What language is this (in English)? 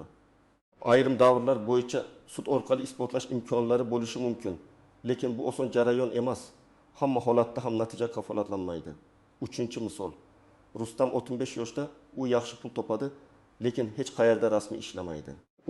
Uzbek